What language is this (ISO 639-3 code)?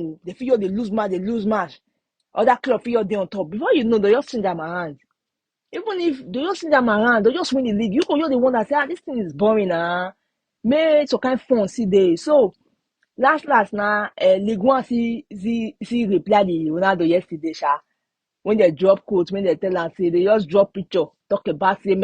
pcm